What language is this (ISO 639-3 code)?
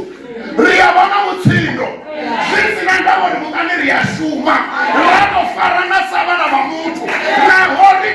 ven